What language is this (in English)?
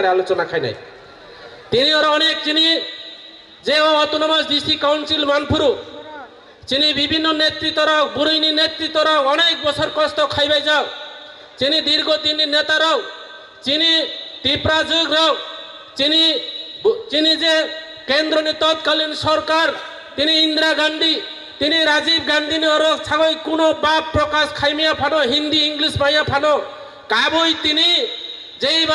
Kok Borok